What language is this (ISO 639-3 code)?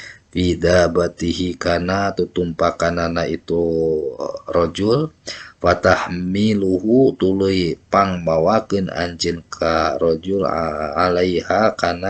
sun